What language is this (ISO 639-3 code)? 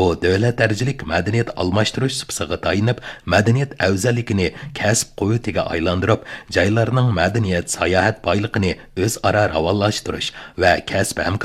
uig